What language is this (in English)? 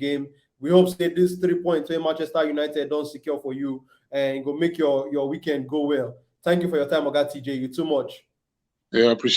Nigerian Pidgin